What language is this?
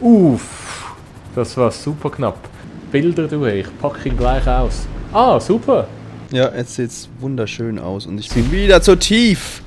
Swiss German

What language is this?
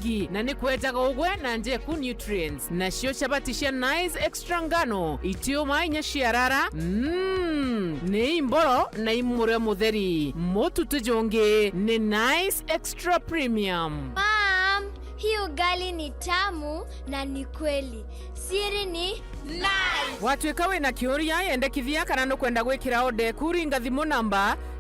Meru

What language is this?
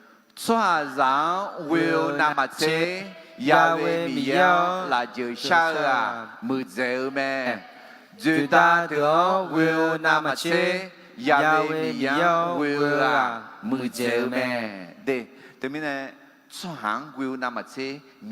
Akha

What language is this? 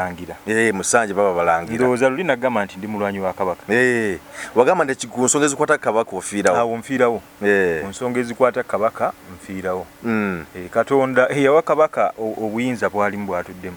Ganda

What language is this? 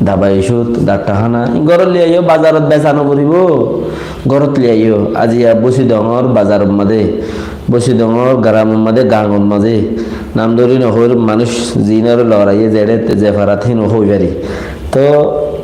Rohingya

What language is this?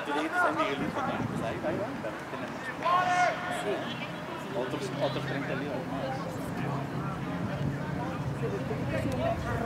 English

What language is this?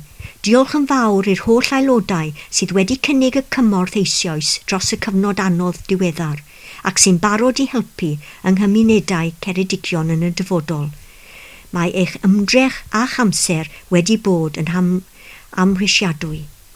Welsh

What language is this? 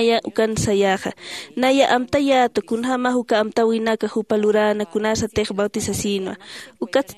Aymara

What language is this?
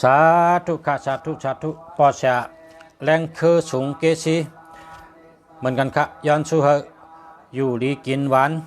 Shan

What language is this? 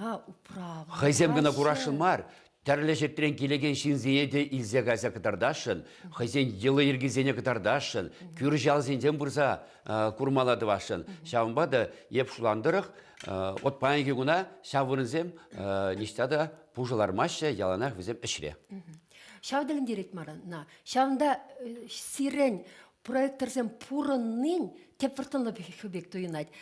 Chuvash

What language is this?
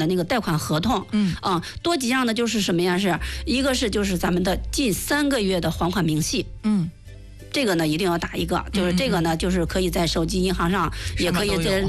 Chinese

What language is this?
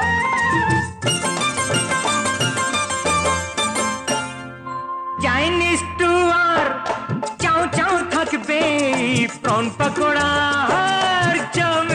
Bangla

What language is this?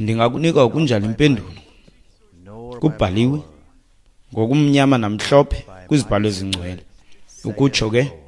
Xhosa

